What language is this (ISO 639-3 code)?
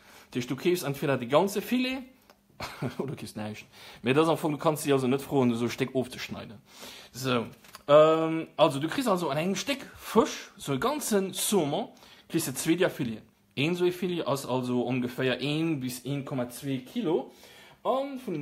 ltz